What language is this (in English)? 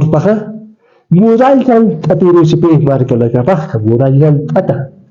Aymara